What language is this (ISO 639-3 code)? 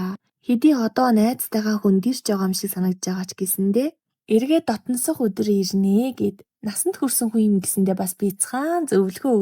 mon